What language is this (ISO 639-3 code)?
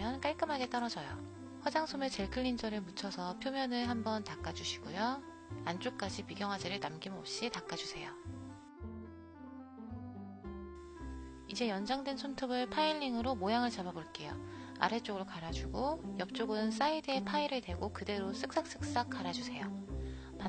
kor